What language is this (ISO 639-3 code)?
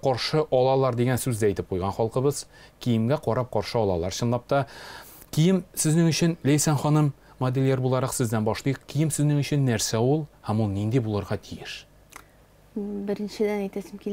tat